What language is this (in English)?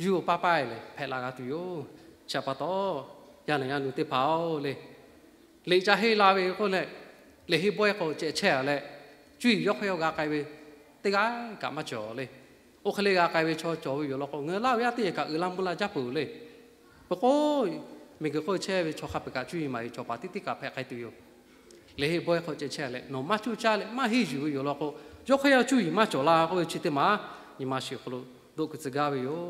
Lahu